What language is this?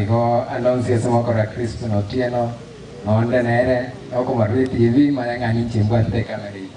Gusii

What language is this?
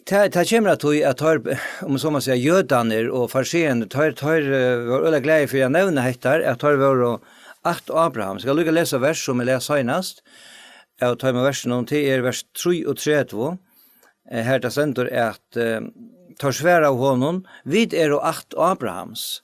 Faroese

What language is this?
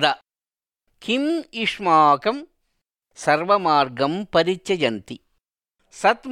Sanskrit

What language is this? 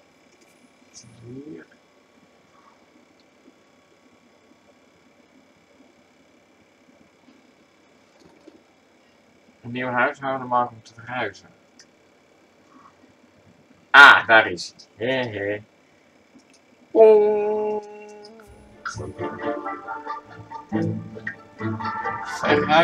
Dutch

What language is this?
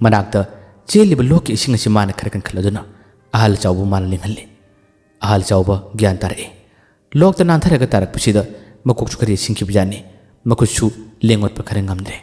Manipuri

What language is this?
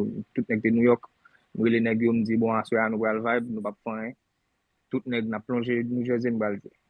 Haitian Creole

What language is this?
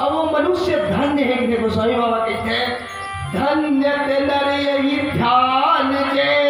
Chhattisgarhi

